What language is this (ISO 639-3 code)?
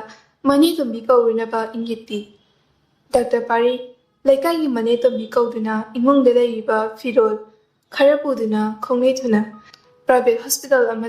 mni